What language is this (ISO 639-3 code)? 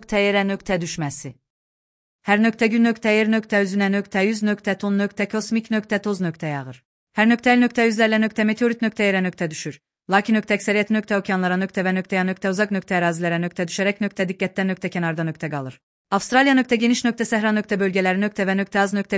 aze